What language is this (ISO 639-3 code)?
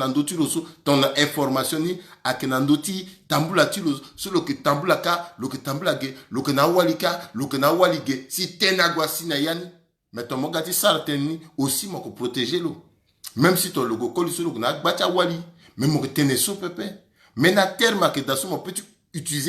sag